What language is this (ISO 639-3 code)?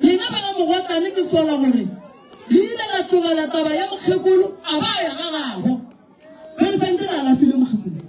nso